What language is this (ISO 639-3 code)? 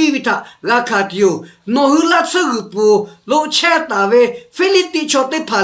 lhu